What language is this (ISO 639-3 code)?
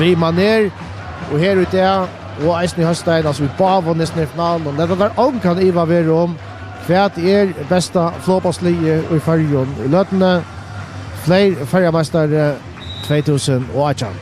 fao